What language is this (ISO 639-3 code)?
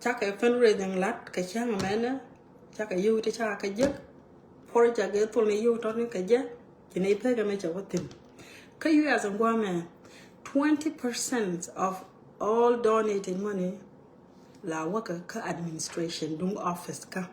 nus